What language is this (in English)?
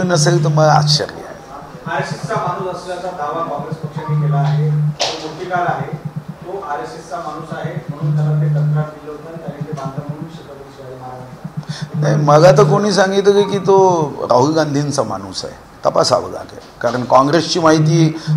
Marathi